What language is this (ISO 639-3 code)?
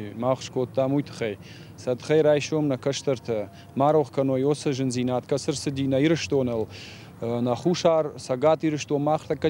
oss